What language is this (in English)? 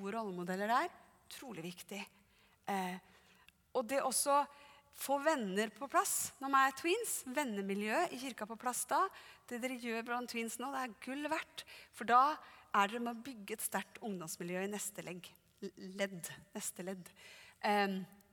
Norwegian